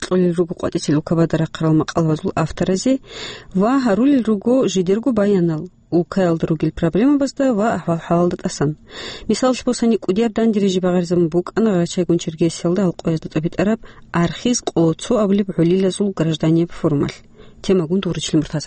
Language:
Avaric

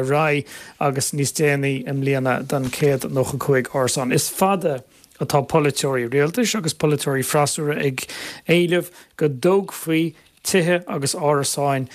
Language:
Irish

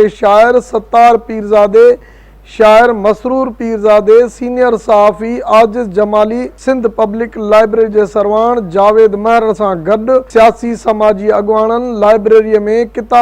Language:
Sindhi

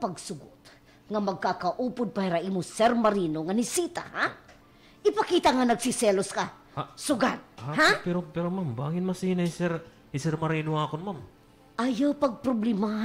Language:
Waray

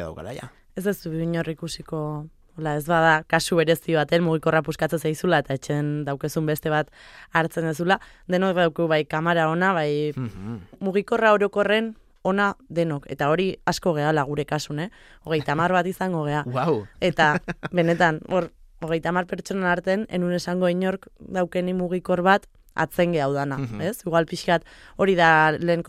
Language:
Basque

